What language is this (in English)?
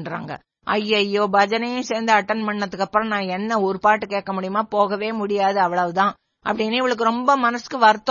Tamil